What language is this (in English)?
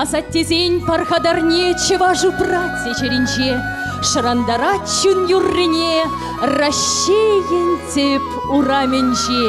Chuvash